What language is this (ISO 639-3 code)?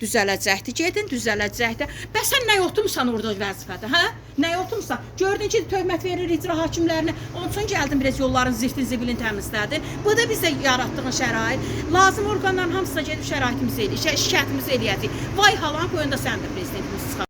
aze